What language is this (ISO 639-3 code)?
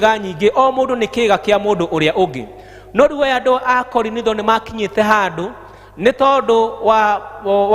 kik